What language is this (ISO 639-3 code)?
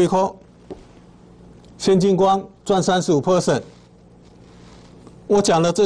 zho